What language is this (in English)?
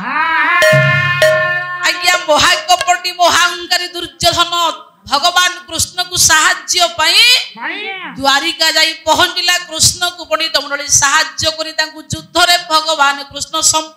Odia